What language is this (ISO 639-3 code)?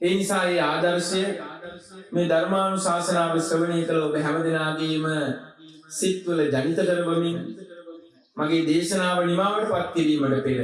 sin